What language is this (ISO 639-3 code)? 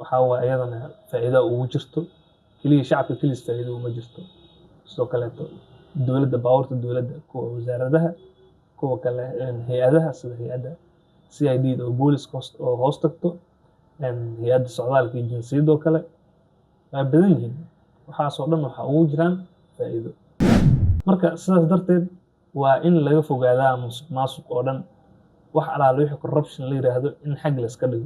som